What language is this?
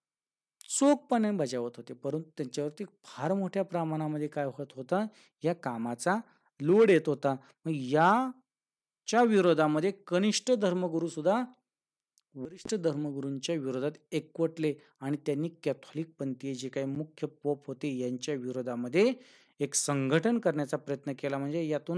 Marathi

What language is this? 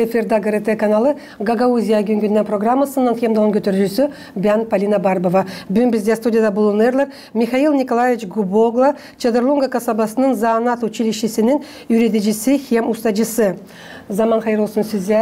Gagauz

